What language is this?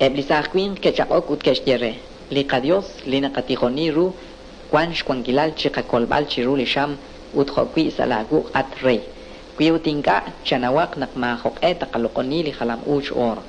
Kekchí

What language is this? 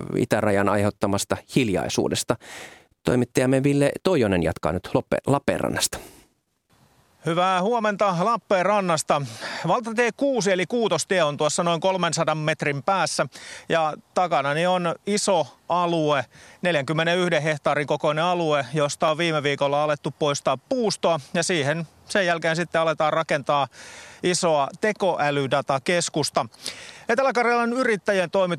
Finnish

